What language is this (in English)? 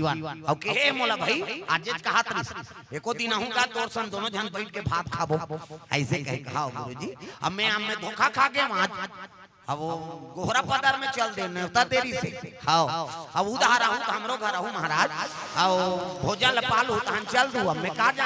Chhattisgarhi